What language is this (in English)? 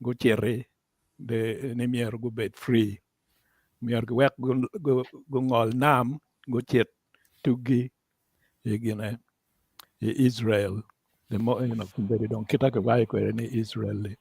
Acoli